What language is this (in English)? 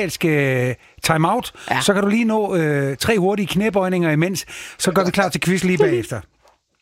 Danish